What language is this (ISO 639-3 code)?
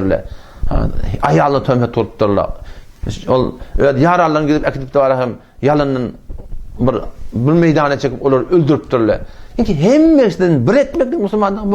tuk